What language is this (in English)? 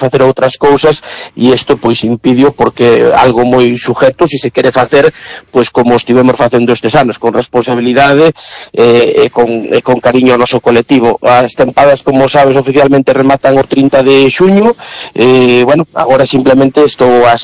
Galician